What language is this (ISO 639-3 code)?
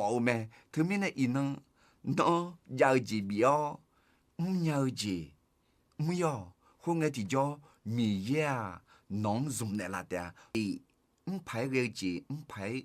ahk